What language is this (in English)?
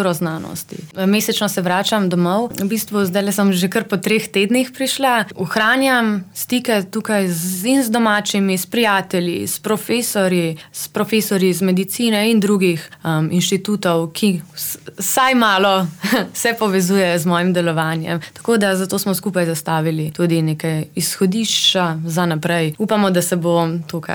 Slovenian